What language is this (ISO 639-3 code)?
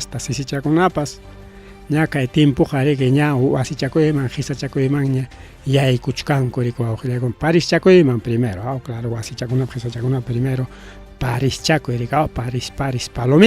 quy